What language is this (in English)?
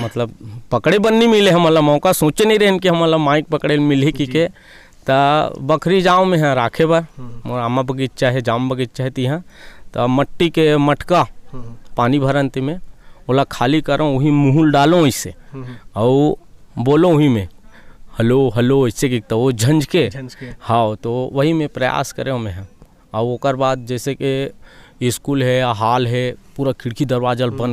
Chhattisgarhi